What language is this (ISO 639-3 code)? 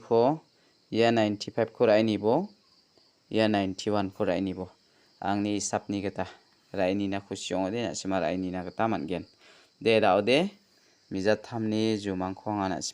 grt